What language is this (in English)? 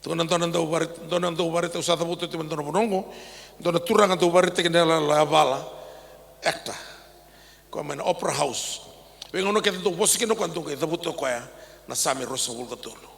Fijian